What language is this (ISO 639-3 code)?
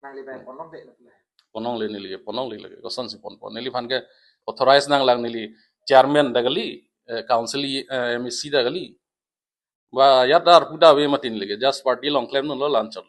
mjw